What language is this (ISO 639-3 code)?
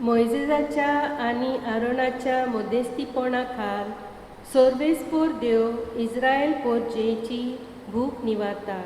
kok